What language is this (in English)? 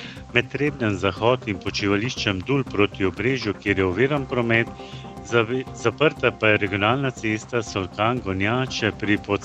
Slovenian